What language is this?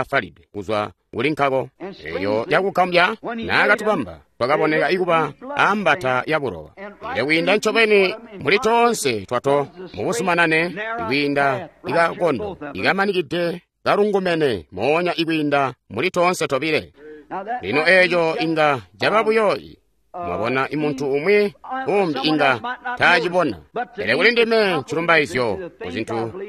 Tonga (Zambia)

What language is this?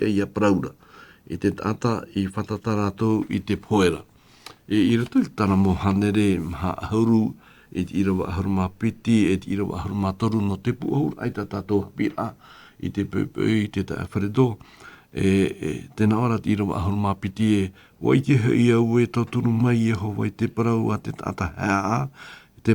Tahitian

